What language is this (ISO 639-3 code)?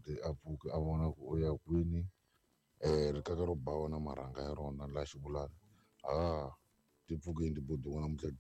tso